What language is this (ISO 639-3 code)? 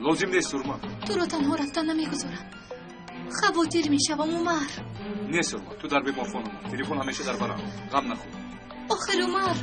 tgk